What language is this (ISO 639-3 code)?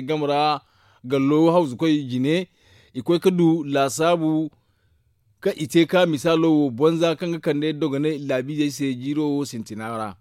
dje